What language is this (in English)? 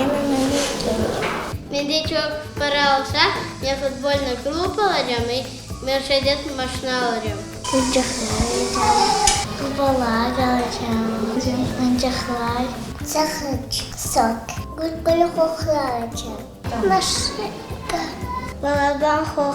Crimean Tatar